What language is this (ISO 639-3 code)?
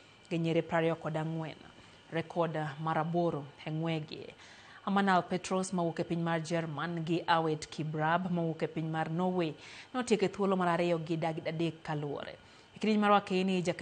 luo